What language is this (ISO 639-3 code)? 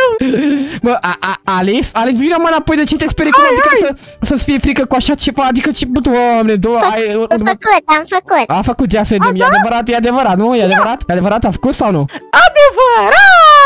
ron